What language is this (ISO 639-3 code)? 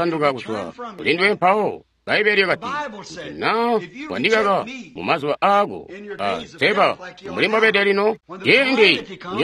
toi